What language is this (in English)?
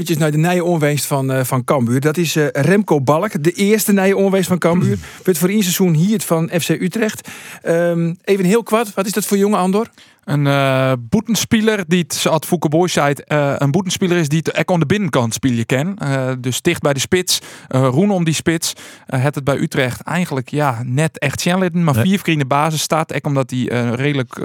Western Frisian